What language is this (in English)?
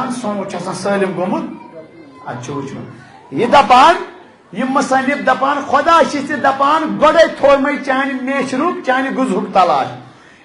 Kashmiri